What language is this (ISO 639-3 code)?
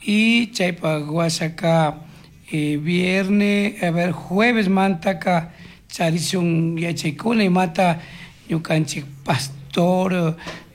qug